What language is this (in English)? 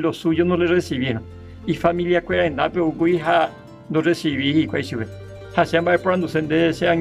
Guarani